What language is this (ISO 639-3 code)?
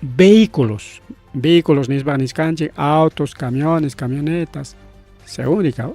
quy